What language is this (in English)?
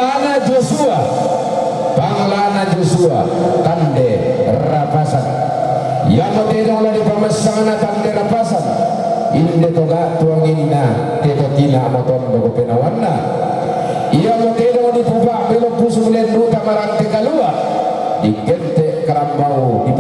Toraja-Sa'dan